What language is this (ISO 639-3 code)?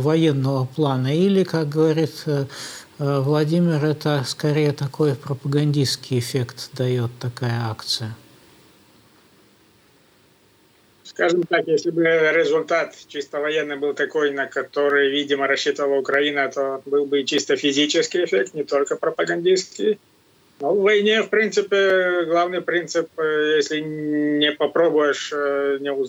rus